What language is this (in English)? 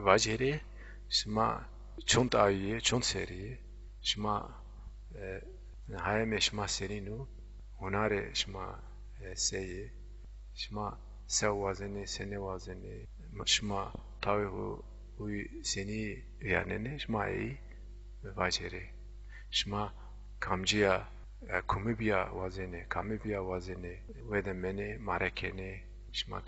Zaza